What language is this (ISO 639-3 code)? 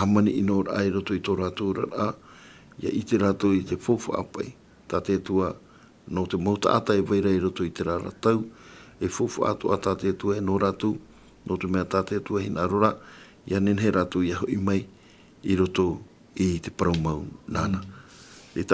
tah